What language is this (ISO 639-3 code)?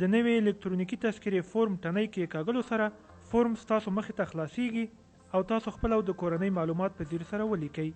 pus